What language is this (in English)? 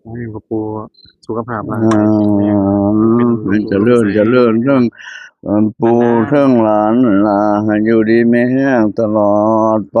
Pali